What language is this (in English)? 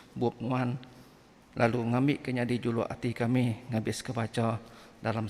Iban